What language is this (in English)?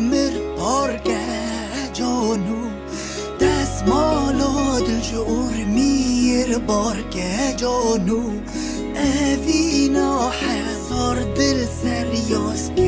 Kurdish